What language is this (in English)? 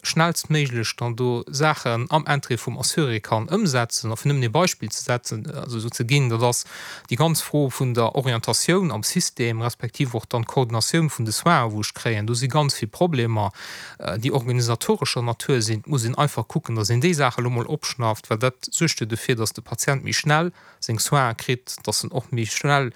Luxembourgish